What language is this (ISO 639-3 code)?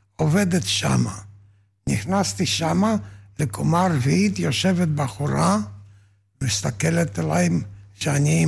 heb